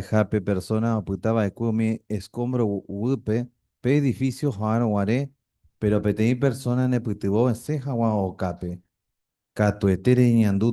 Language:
Guarani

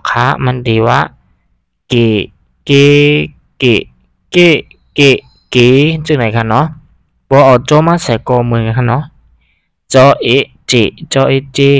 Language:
Shan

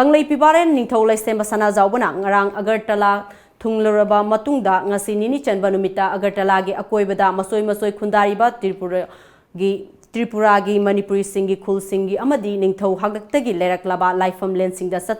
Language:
Manipuri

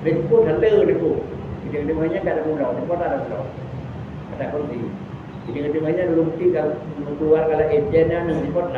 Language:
Achinese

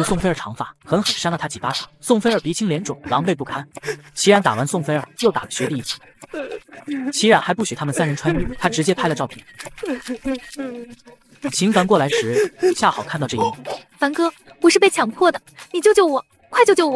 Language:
Chinese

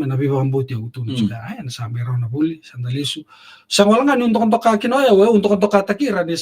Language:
Fijian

